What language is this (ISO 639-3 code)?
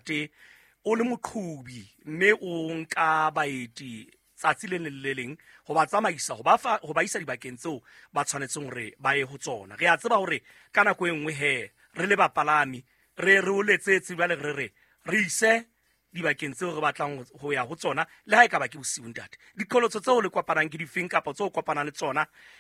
sot